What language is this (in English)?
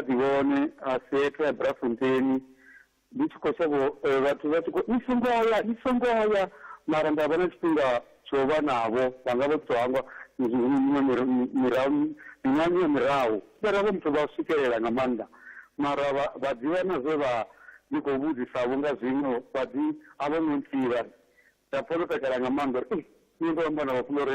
Venda